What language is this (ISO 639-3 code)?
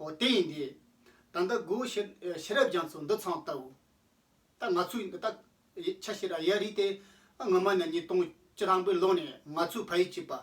bod